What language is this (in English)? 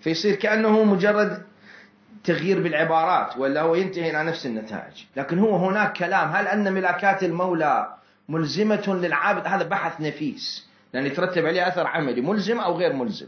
Mesopotamian Arabic